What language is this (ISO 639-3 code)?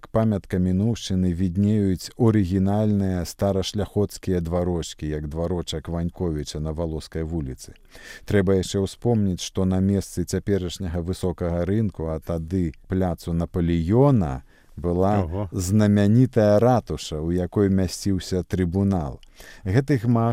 bel